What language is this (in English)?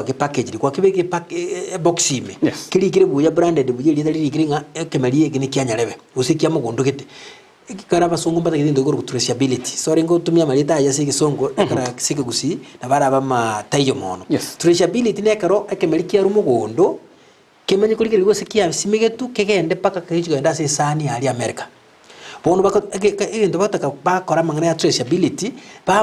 Gusii